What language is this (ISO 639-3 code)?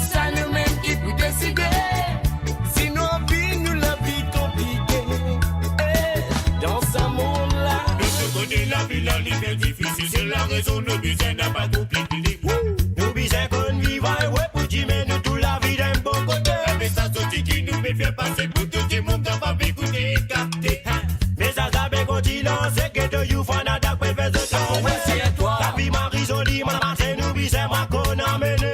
mfe